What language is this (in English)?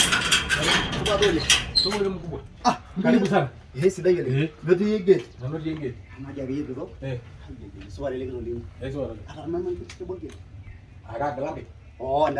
Masai